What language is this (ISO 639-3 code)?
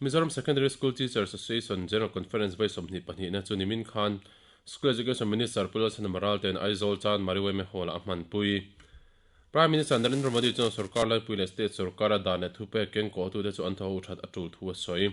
lus